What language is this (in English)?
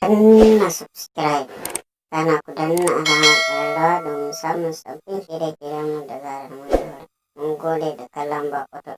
Hausa